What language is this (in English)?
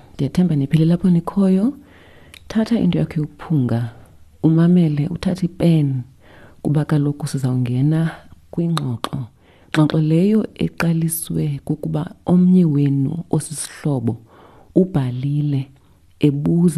Xhosa